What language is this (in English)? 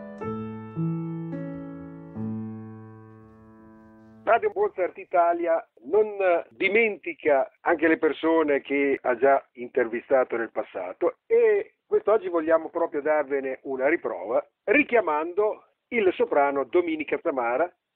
Italian